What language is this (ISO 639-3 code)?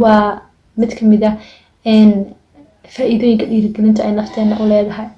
som